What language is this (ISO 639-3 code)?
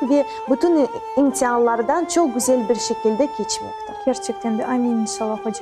crh